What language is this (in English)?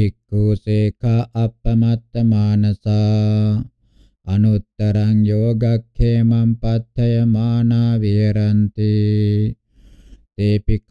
Pali